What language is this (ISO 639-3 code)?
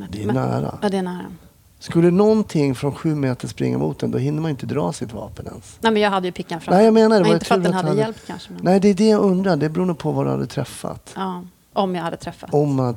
swe